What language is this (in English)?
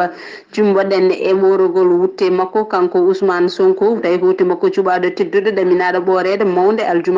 Fula